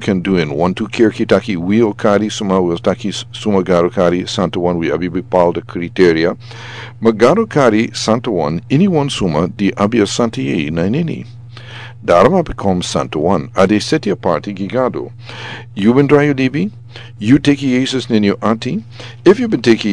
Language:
Sranan Tongo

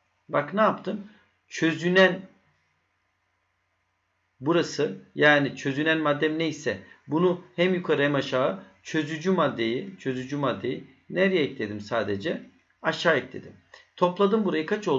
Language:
Turkish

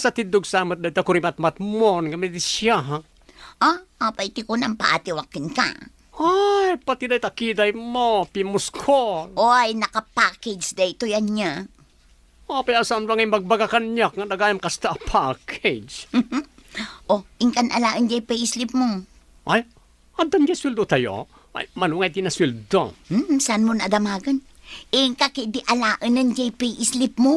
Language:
Iloko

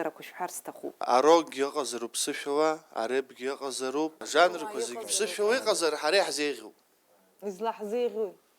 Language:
Abkhazian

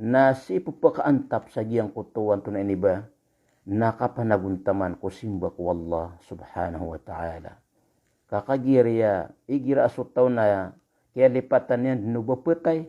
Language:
Maranao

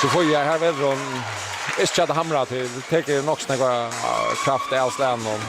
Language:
Faroese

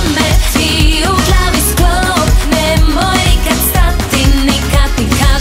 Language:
Croatian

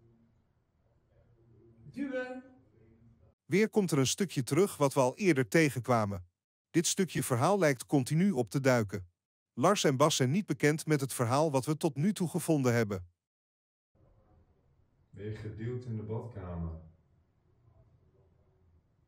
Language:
Dutch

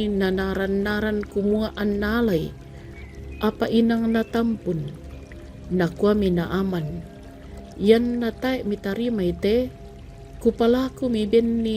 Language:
Toraja-Sa'dan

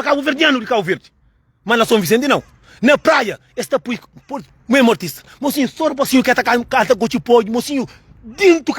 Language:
Kabuverdianu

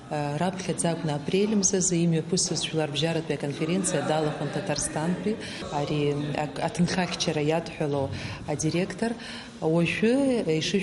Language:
Abkhazian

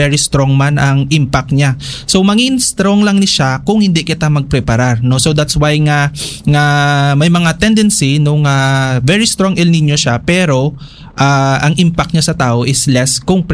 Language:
Hiligaynon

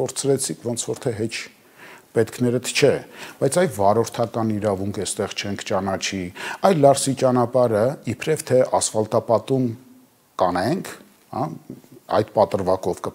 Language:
Armenian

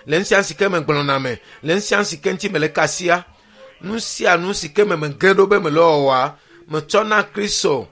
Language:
Ewe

